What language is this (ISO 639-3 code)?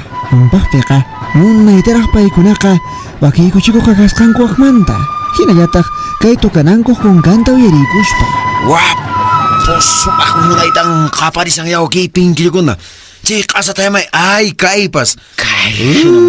que